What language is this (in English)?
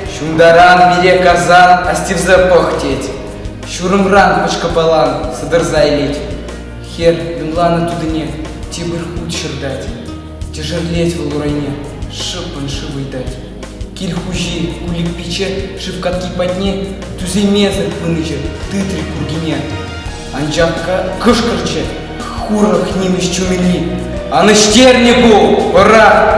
Chuvash